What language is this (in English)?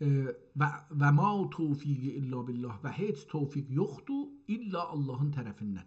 South Azerbaijani